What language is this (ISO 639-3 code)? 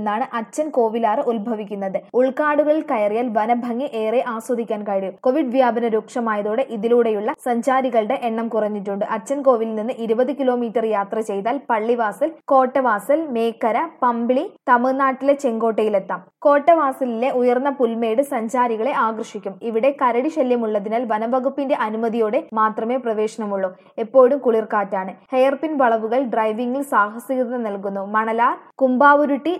mal